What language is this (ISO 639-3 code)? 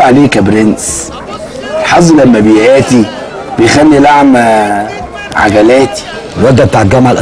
arz